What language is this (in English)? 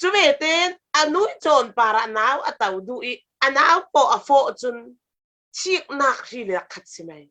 Falam Chin